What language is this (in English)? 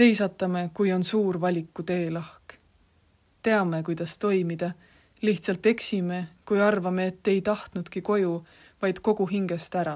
Estonian